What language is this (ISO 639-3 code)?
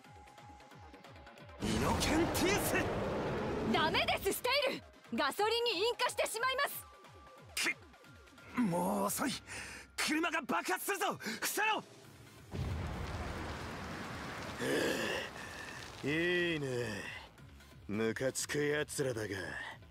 jpn